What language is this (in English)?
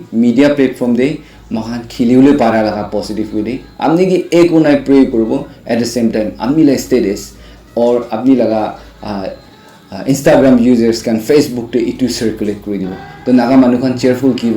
Naga Pidgin